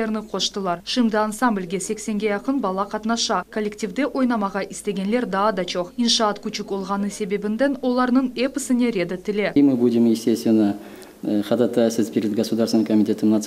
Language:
Crimean Tatar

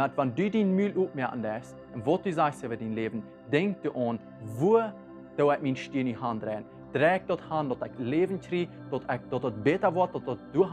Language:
Plautdietsch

